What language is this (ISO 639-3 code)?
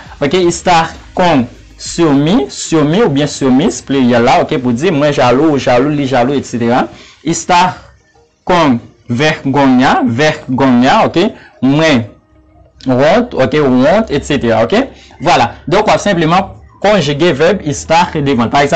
hat